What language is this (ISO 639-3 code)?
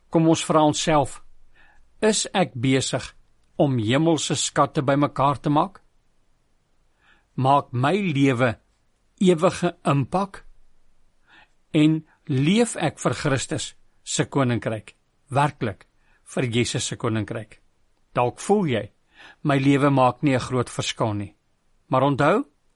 afr